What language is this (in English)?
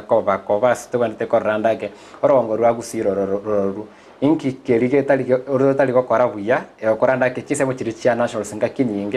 Gusii